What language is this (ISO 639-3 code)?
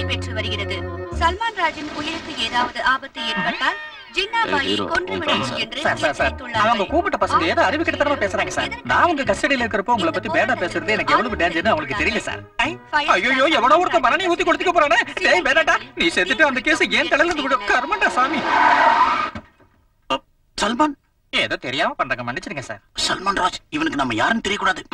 tam